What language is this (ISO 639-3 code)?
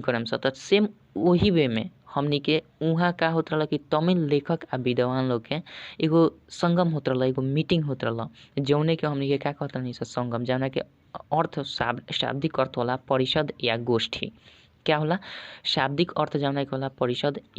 bho